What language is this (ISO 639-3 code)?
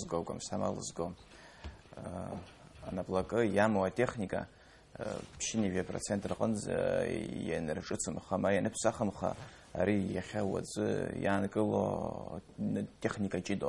abk